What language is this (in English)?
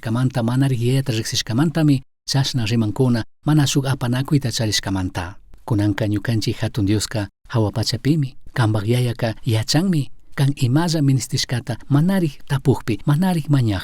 Chimborazo Highland Quichua